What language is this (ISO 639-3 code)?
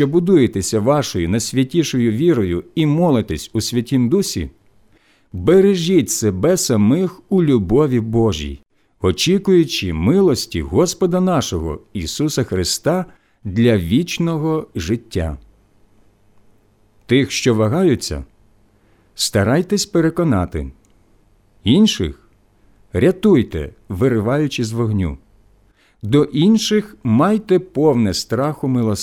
ukr